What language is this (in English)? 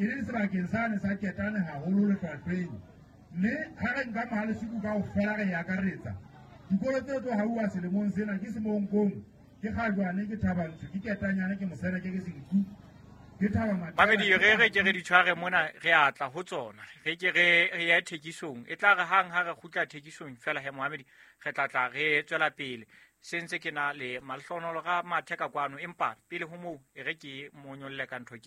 Southern Sotho